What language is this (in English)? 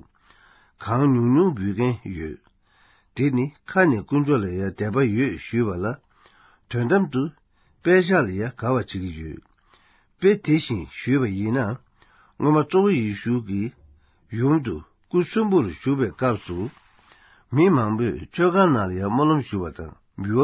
Tibetan